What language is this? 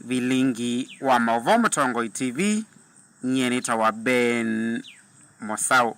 Kamba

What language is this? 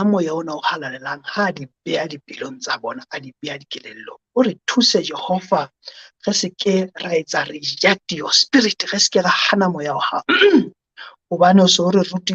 Southern Sotho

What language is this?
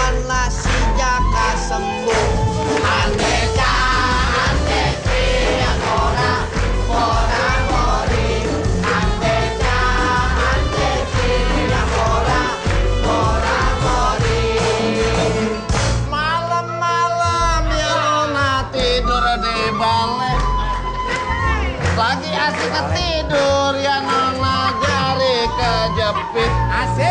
Indonesian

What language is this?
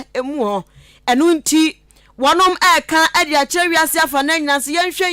Akan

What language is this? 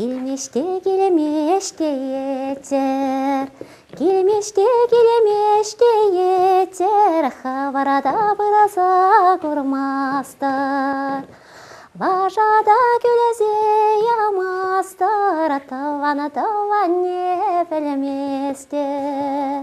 Chuvash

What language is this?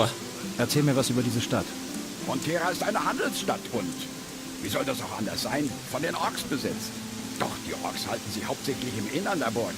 Bavarian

